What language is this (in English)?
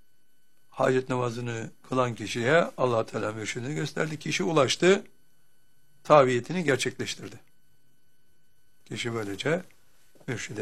Turkish